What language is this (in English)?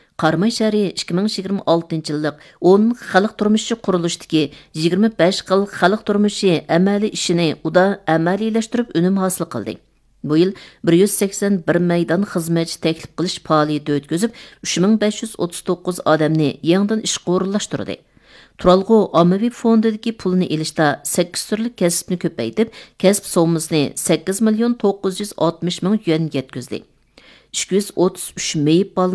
Uyghur